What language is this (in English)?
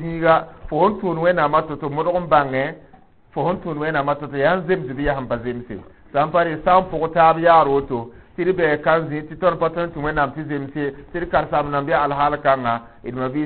Mossi